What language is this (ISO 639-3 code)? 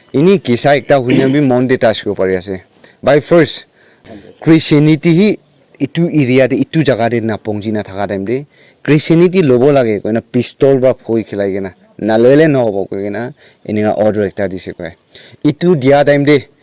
nag